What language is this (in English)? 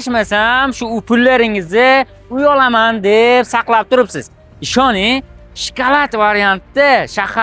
Uzbek